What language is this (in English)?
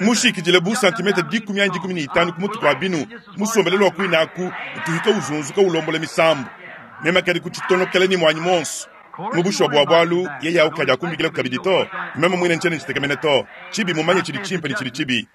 Luba-Lulua